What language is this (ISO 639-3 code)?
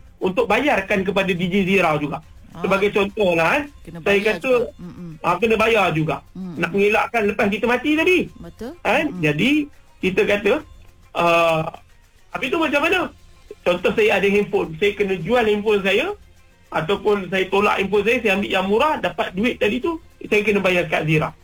msa